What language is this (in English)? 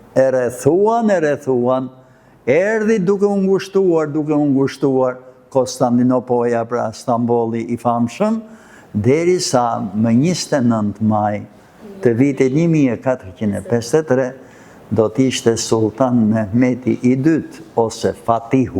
Albanian